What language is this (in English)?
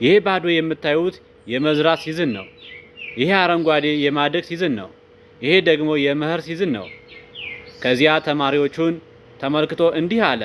Amharic